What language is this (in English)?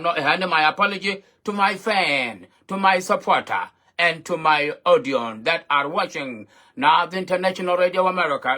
Nuer